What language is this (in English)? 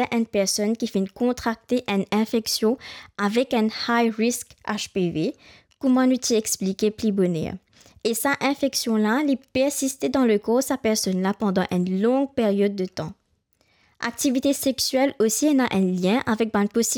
Morisyen